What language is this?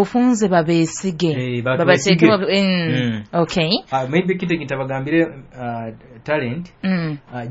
Nyoro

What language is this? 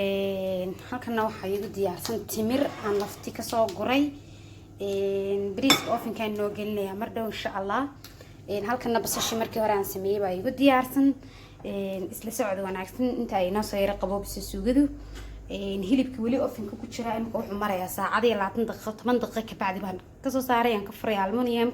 Somali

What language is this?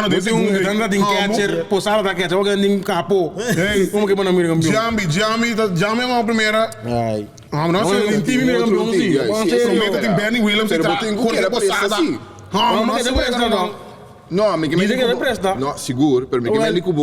Papiamento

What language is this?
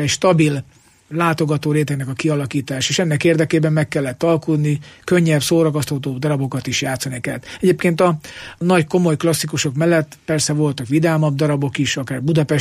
Hungarian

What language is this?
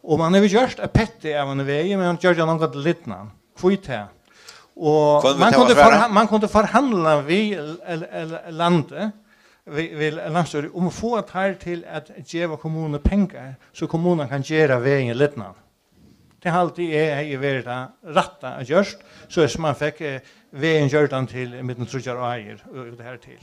Faroese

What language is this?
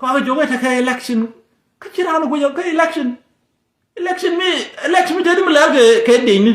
Nuer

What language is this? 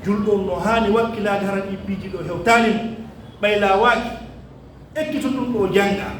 Pular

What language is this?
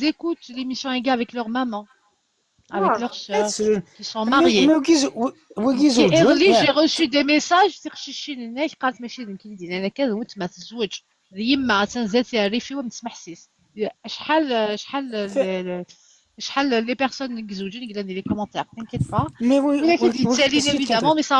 Kabyle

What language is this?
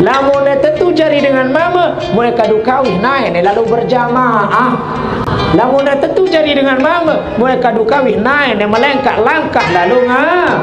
Sasak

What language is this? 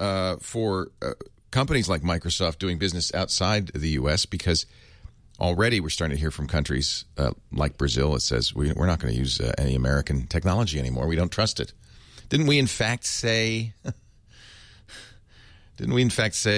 English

